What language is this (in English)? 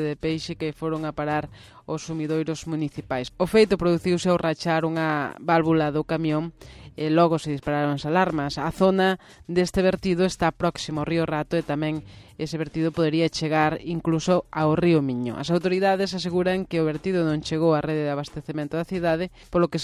Galician